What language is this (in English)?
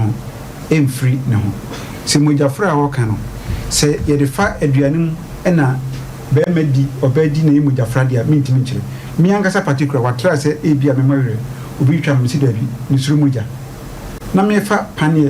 Akan